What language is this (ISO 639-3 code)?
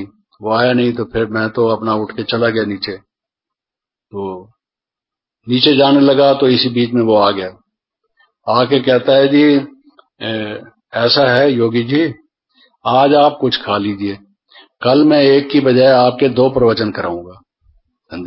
hin